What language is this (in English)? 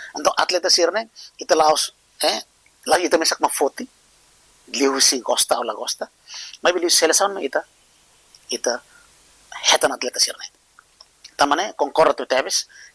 Tetum